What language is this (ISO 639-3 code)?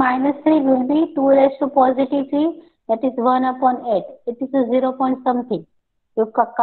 guj